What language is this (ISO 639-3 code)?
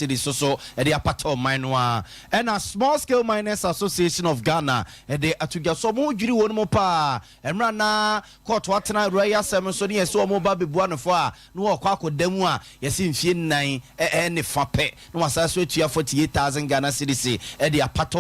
aka